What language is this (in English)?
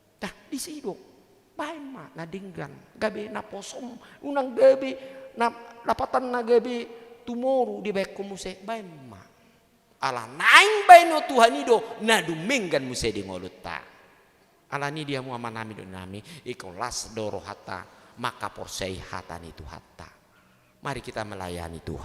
Batak Toba